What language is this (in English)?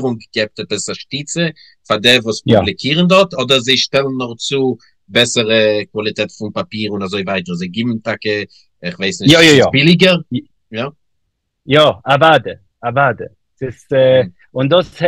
Yiddish